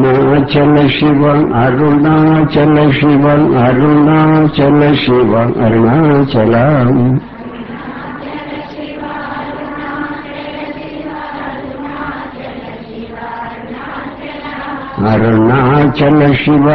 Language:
Telugu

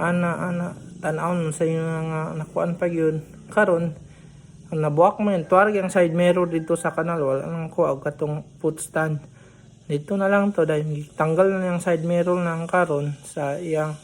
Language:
Cebuano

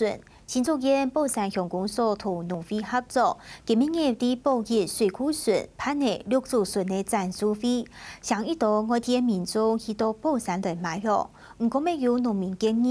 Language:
Hakka Chinese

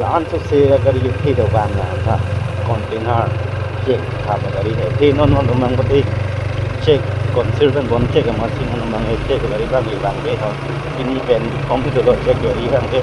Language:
Karbi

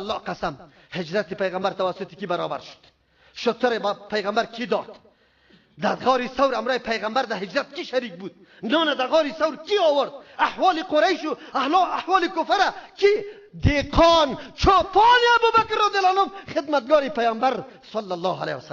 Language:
Persian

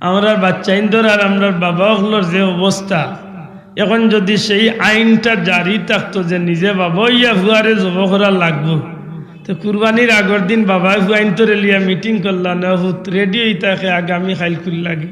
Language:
Sylheti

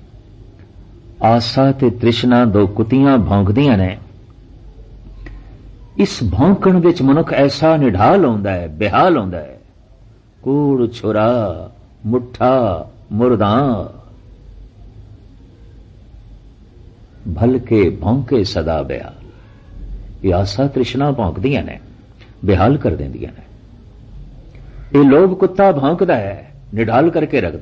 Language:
Punjabi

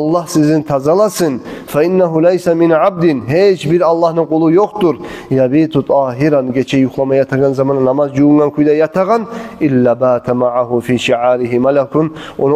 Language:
Kumyk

